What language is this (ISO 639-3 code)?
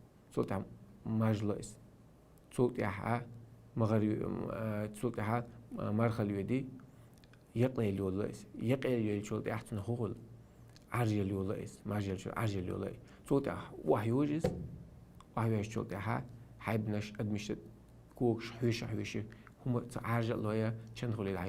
che